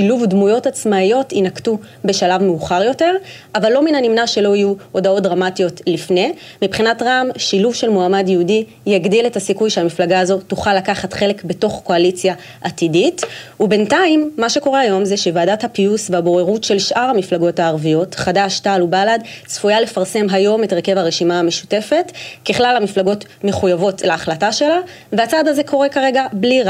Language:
Hebrew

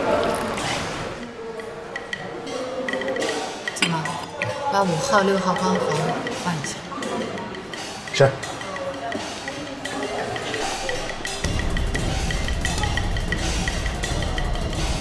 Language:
Chinese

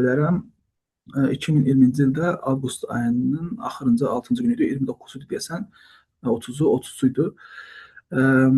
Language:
Azerbaijani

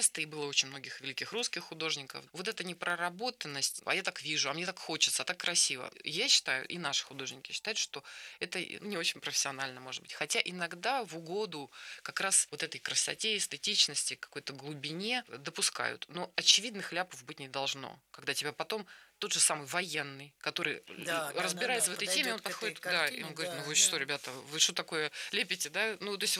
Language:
Russian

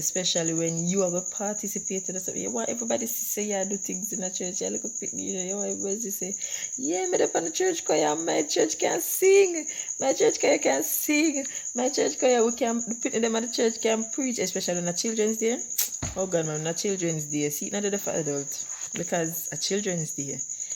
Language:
Jamaican Creole English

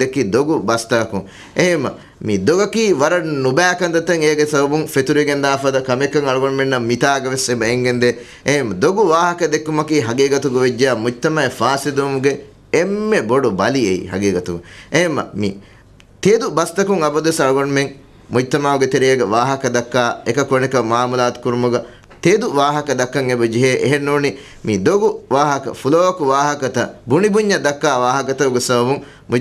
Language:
Divehi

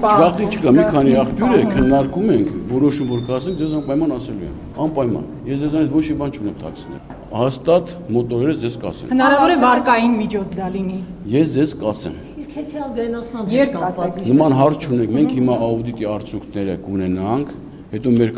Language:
Armenian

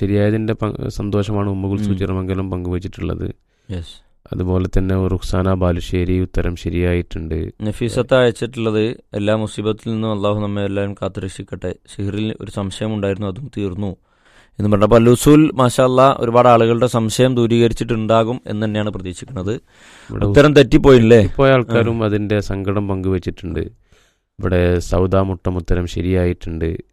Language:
Malayalam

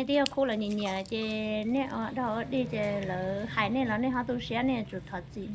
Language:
Hmong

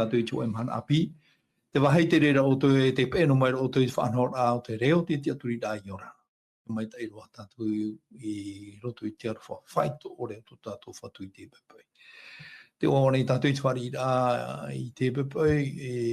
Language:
Tahitian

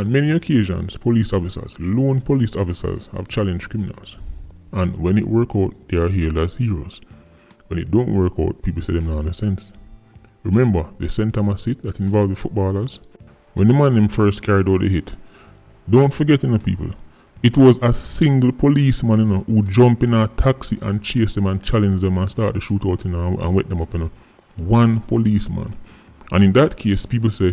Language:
Jamaican Creole English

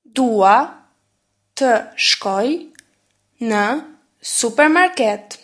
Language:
Albanian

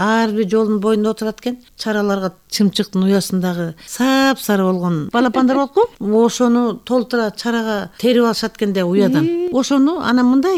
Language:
Kyrgyz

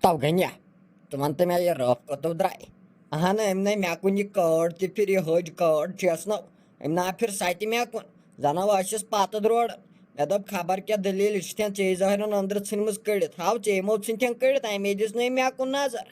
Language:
Kashmiri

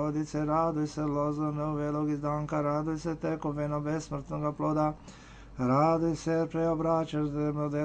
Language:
Serbian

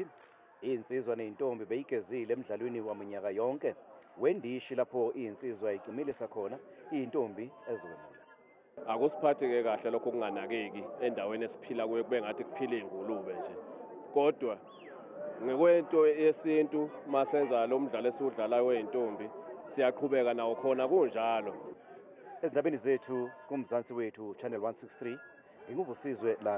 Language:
Zulu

